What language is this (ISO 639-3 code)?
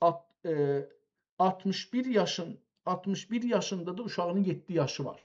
azb